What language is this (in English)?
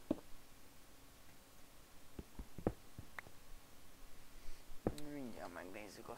Hungarian